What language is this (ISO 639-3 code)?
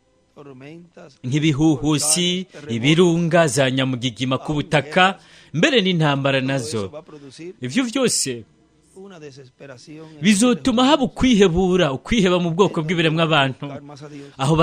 run